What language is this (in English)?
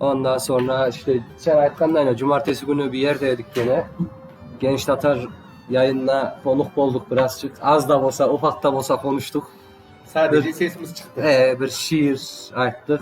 Crimean Tatar